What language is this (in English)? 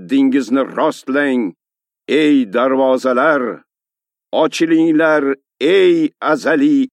Uzbek